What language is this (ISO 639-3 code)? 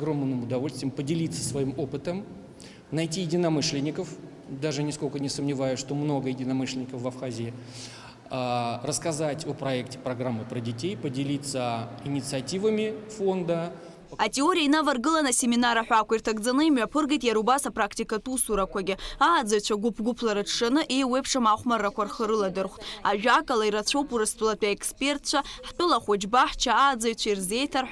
abk